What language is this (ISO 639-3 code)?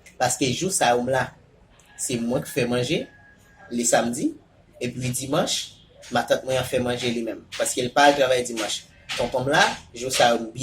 hat